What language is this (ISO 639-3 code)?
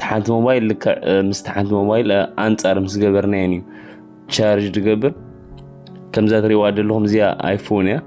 tir